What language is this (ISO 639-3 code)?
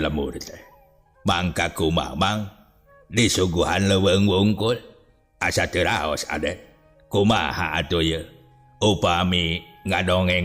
sun